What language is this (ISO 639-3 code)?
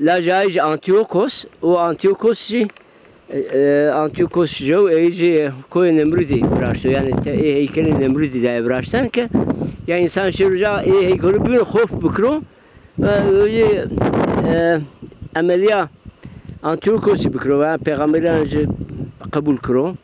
zza